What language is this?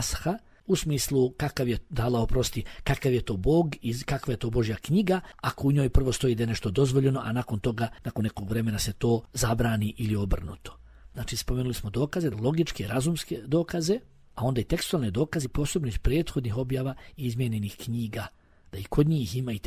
Bosnian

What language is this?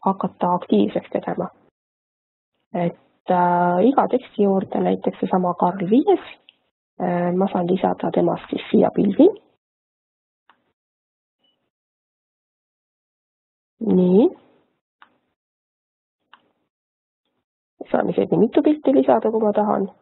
Estonian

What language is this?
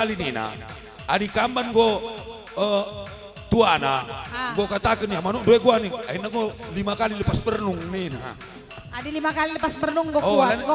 Batak Karo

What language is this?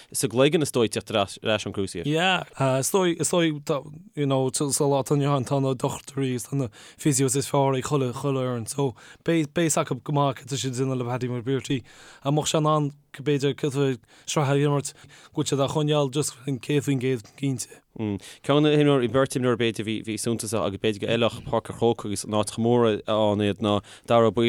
Irish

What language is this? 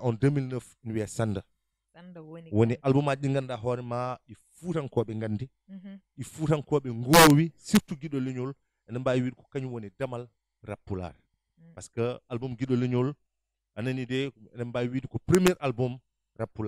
Fula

